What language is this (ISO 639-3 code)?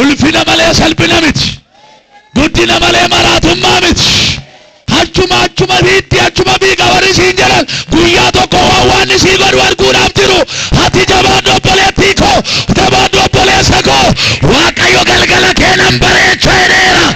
orm